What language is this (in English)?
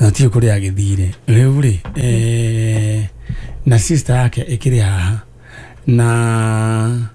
Kikuyu